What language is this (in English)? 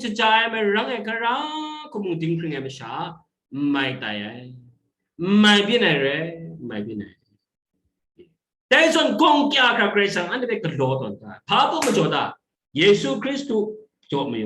Kachin